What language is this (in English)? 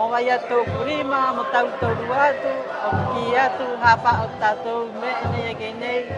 Rapanui